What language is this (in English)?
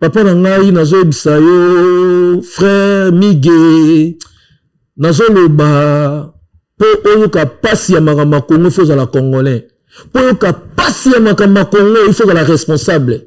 Lingala